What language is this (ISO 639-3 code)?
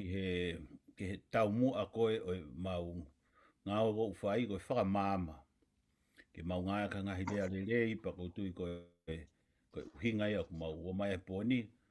ton